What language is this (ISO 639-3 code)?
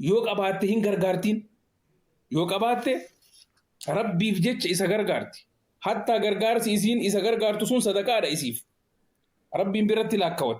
orm